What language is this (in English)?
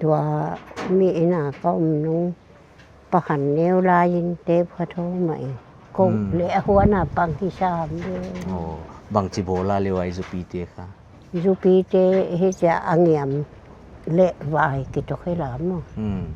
Paite Chin